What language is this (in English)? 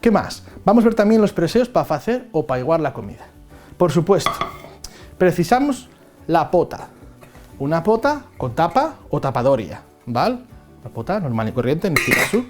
Asturian